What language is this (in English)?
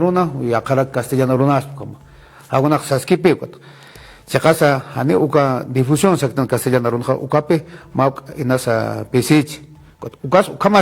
Aymara